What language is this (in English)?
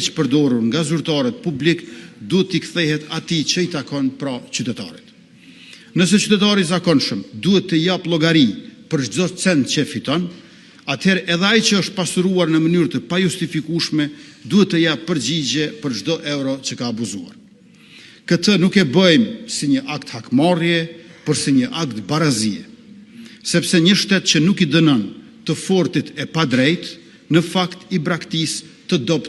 Albanian